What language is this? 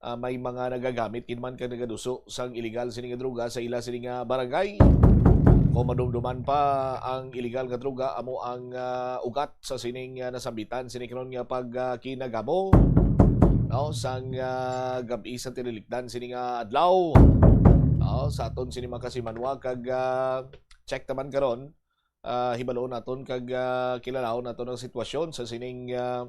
Hiligaynon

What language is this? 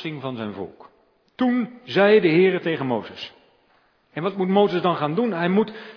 Dutch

